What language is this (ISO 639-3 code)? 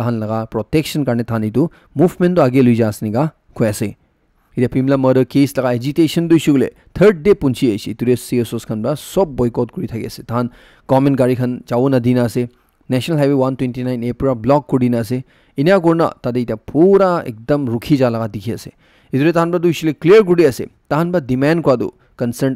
nag